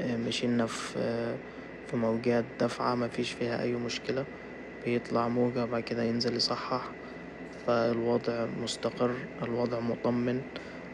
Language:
Egyptian Arabic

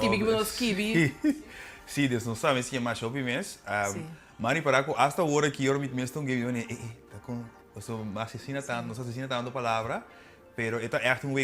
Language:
Papiamento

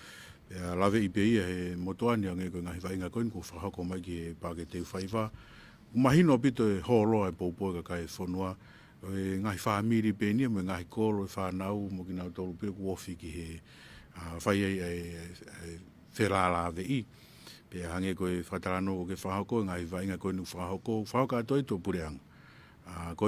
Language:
Tongan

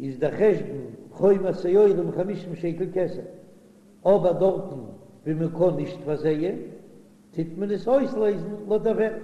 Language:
Yiddish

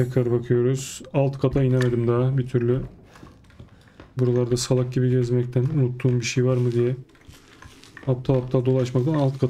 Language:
Turkish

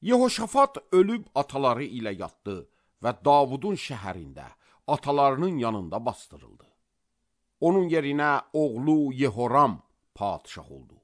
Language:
Azerbaijani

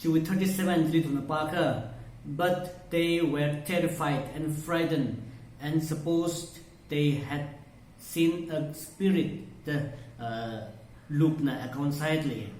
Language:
Tangkhul Naga (India)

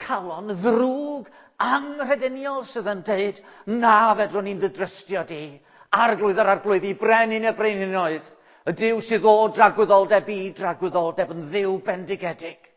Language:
Welsh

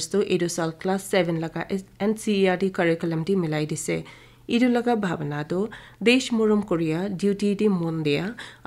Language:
Naga Pidgin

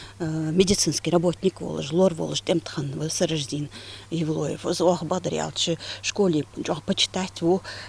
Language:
Ingush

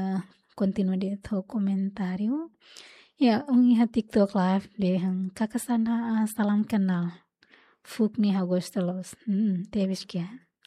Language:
Tetum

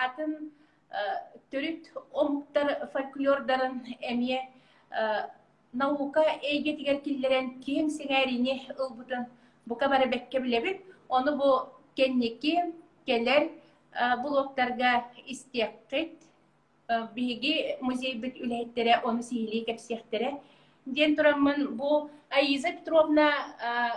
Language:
Yakut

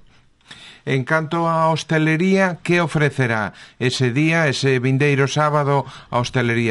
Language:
Galician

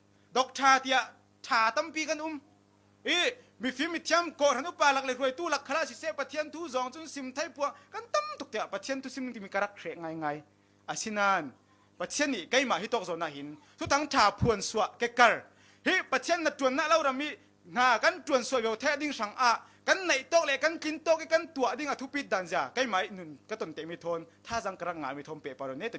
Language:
Falam Chin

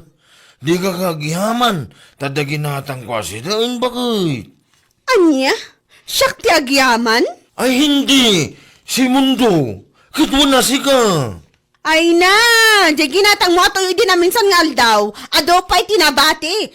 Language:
Iloko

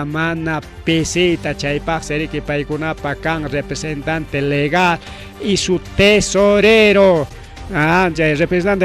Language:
Ayacucho Quechua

